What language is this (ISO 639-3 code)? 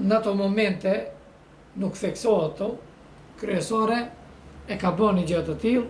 sqi